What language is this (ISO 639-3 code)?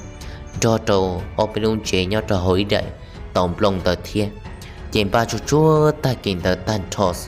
hmn